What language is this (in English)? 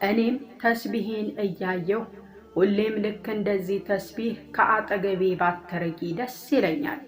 Amharic